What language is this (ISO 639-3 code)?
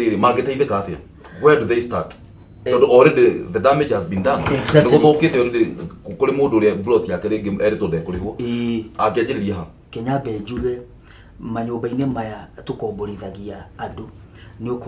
kik